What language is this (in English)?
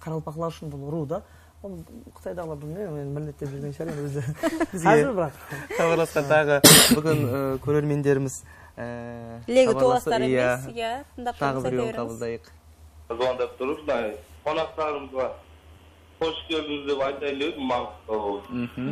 Kara-Kalpak